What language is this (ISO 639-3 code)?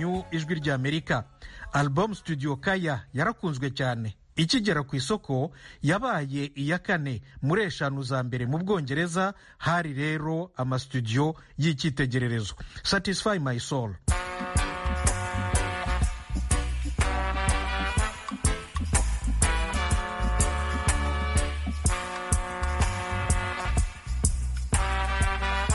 kin